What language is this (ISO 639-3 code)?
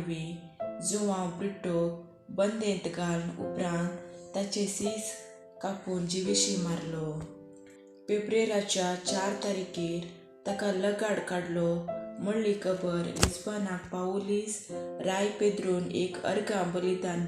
kok